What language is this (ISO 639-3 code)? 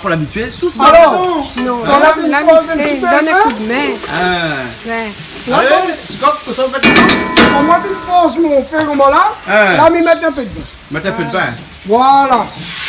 rcf